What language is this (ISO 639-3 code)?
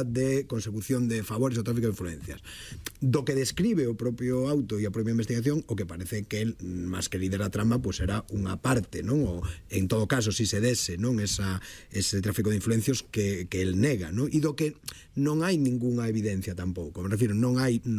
glg